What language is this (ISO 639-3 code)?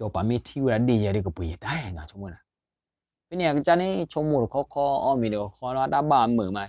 ksw